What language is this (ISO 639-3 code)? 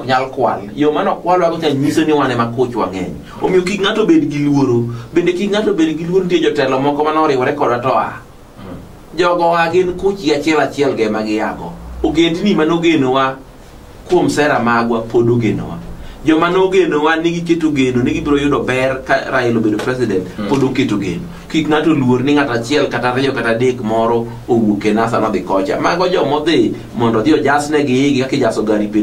luo